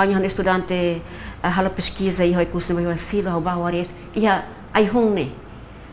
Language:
Tetum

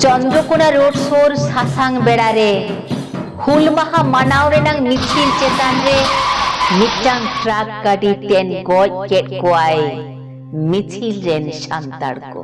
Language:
Santali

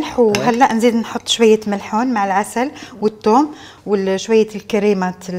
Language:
Algerian Arabic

